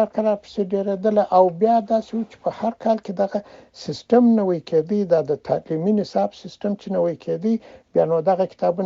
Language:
Pashto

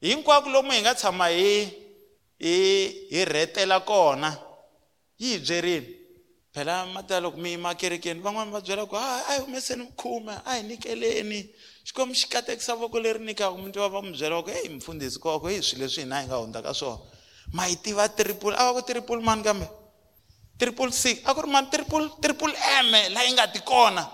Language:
Tsonga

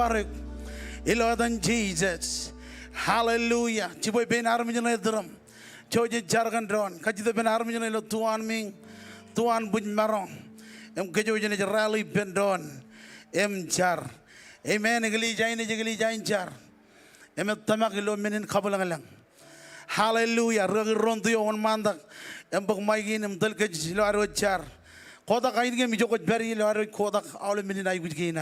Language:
Marshallese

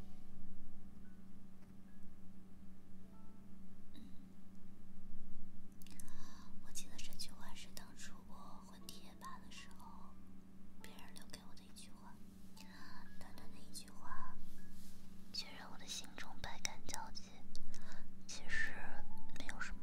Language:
Chinese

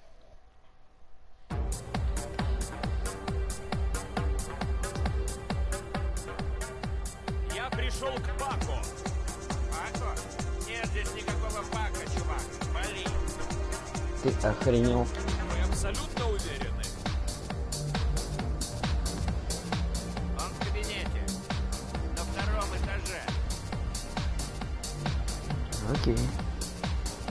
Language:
Russian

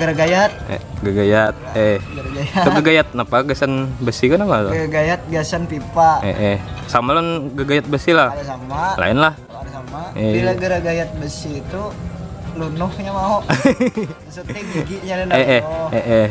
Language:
Banjar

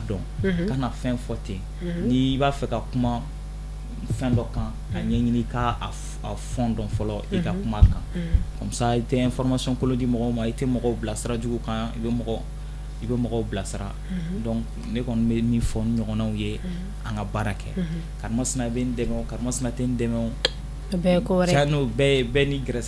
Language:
Bambara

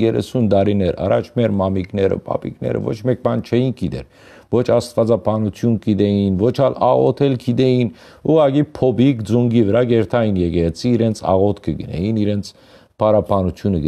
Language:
Western Armenian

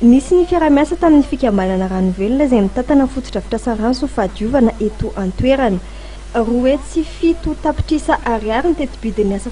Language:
Malagasy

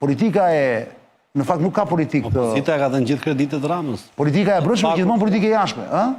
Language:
Albanian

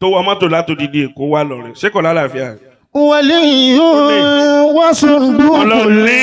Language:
Yoruba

